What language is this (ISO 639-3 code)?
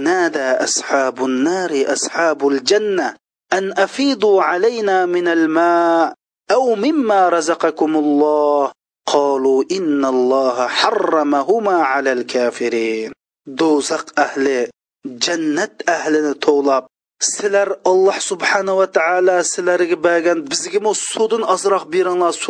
uig